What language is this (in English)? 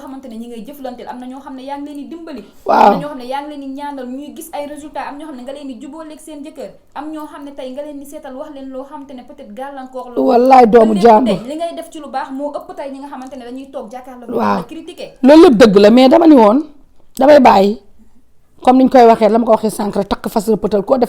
Wolof